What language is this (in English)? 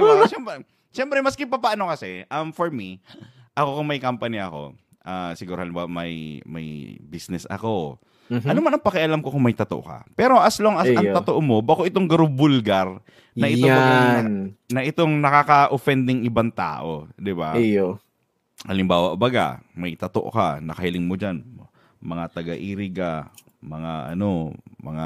Bikol